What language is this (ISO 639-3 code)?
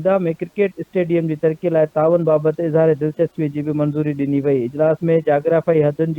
snd